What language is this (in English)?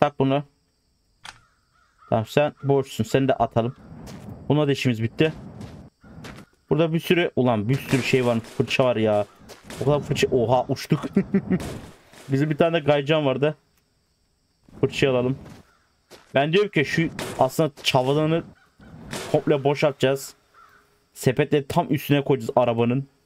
Turkish